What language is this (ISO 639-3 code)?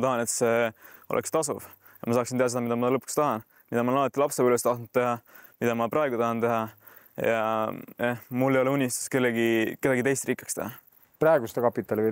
est